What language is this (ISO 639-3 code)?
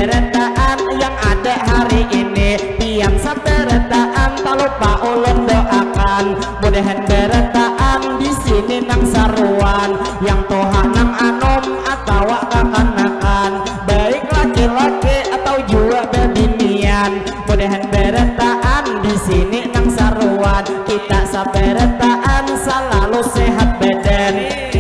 bjn